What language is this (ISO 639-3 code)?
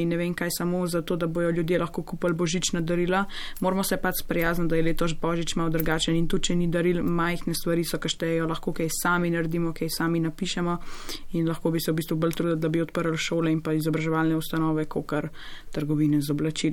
slv